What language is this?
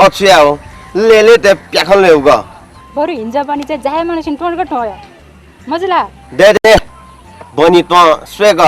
Newari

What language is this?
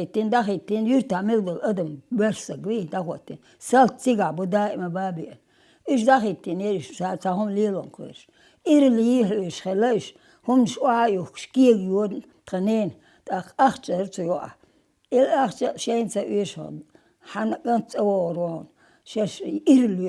Chechen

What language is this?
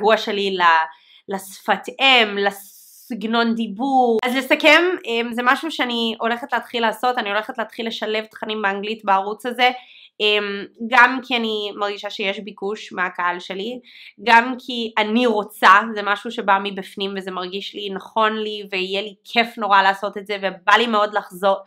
Hebrew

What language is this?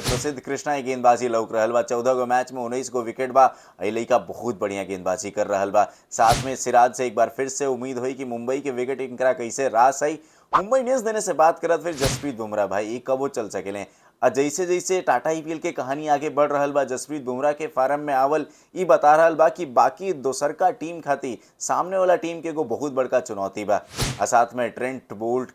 Bhojpuri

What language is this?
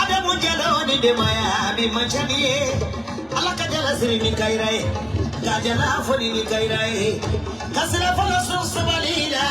Bambara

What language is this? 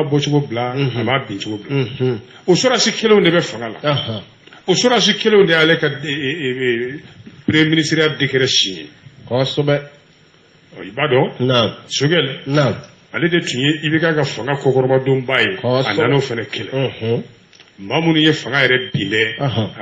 Bambara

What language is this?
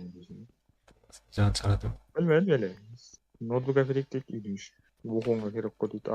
Kara-Kalpak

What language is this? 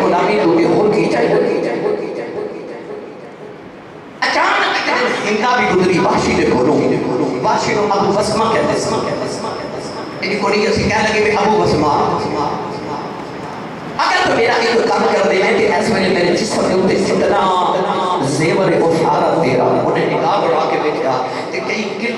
Urdu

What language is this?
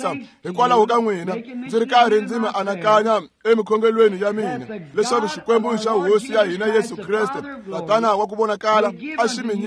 Tsonga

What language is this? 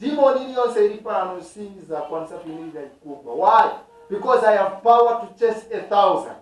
Nyanja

